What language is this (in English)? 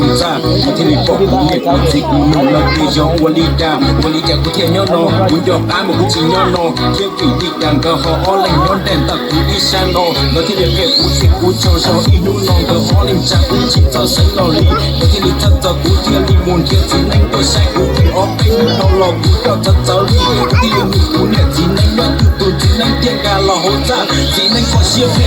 Hmong